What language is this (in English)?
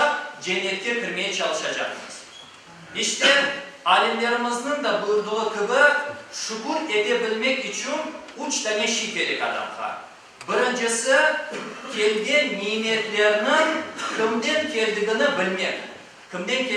Crimean Tatar